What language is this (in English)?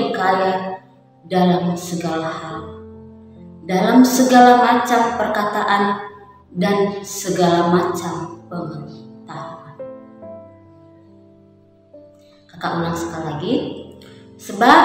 Indonesian